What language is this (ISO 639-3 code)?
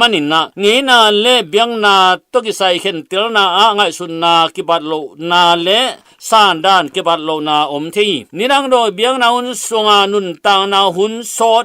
ctd